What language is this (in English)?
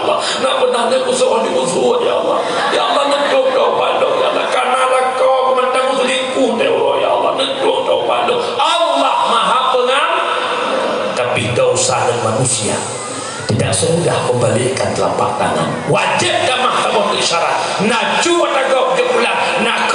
Achinese